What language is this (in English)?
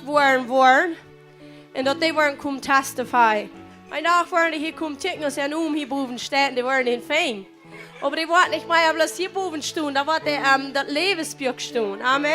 Plautdietsch